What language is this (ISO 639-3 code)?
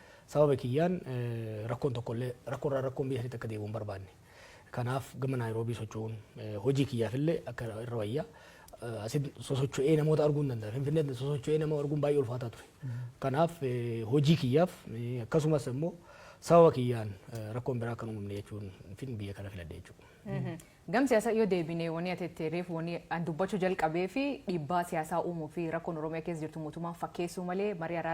orm